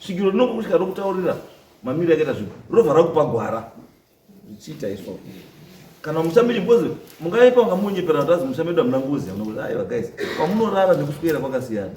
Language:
Shona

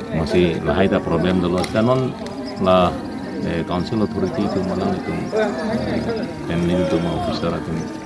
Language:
Karbi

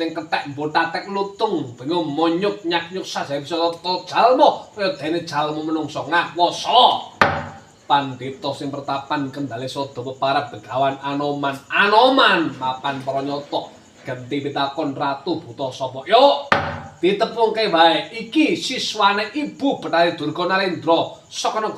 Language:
Javanese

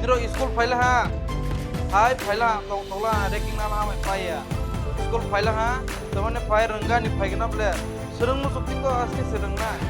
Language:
Kok Borok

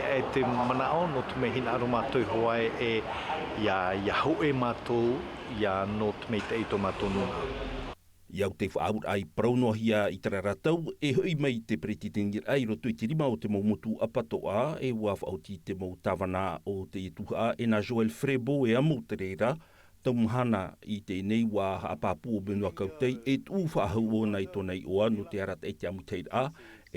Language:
Tahitian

